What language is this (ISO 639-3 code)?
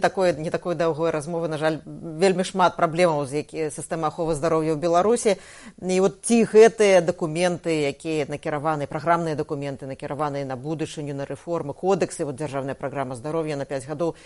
bel